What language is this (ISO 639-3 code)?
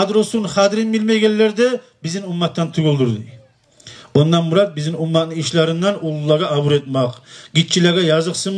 kum